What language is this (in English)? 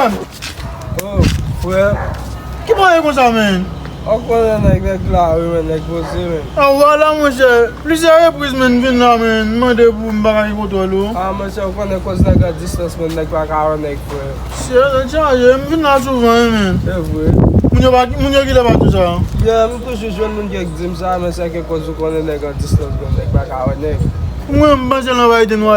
Haitian Creole